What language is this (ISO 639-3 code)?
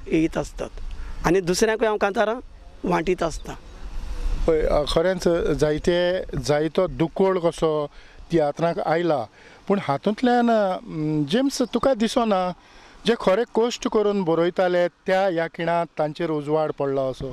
kok